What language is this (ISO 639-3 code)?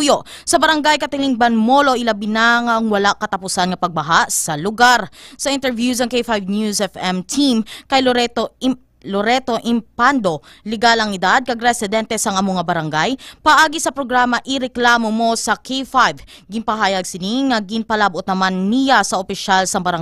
hil